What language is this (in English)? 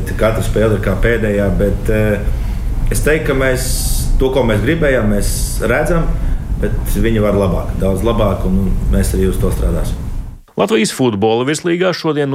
Latvian